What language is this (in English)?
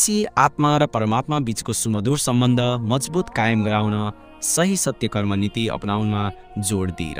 Nepali